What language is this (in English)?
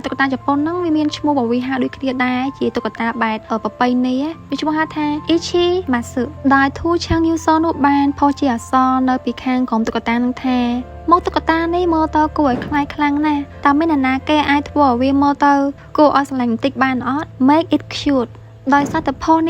Khmer